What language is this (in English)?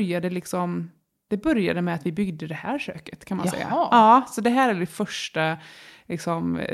Swedish